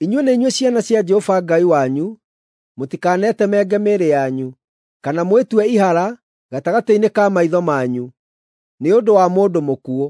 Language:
Kikuyu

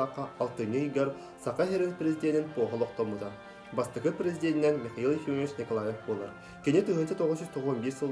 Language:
Yakut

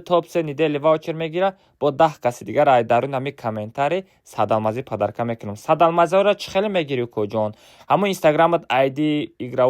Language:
Tajik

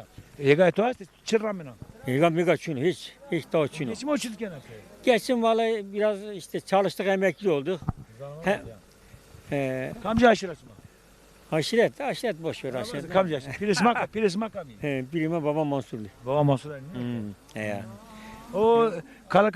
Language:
Zaza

